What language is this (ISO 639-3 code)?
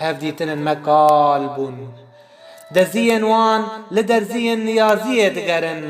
kur